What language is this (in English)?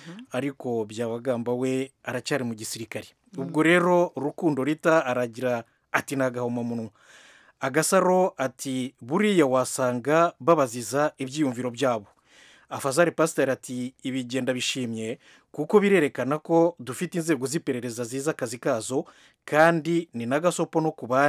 Kinyarwanda